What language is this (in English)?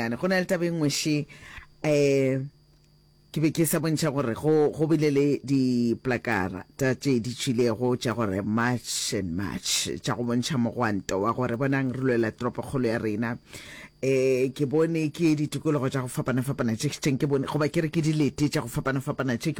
Northern Sotho